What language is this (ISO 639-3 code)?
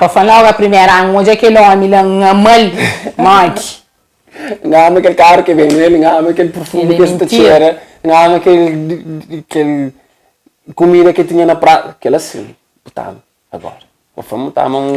kea